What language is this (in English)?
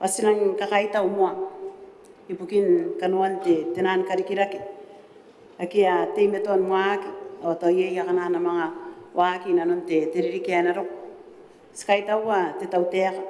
Gilbertese